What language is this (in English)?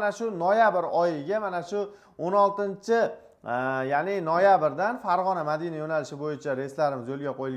Uzbek